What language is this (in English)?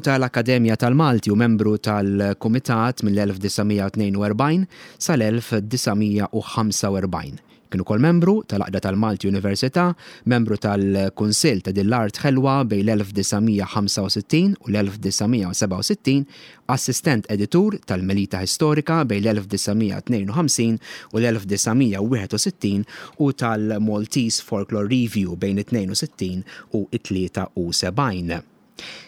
Maltese